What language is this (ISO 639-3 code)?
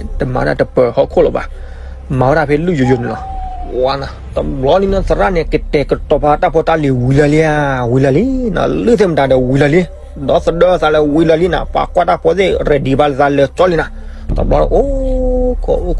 ksw